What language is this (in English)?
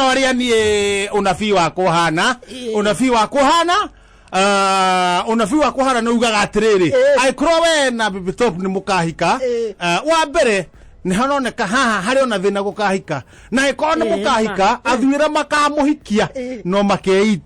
Kikuyu